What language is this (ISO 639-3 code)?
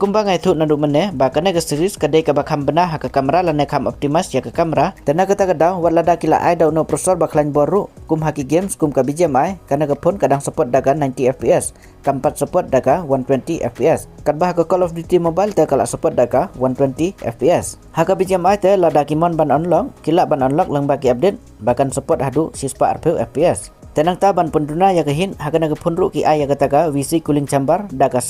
kha